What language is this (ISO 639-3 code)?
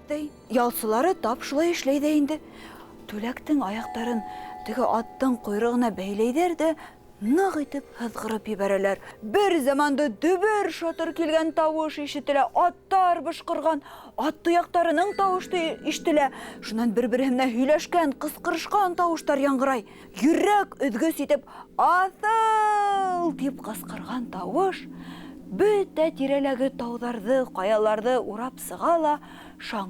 bak